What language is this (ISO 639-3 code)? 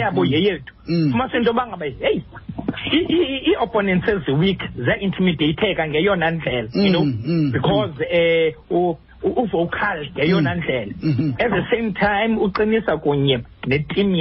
xho